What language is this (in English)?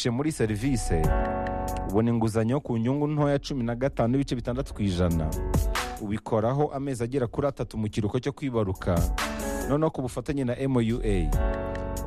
Kinyarwanda